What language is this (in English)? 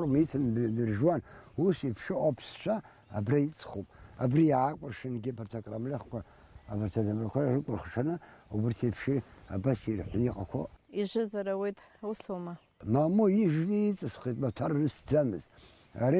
Abkhazian